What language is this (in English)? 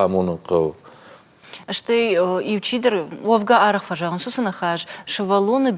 Ossetic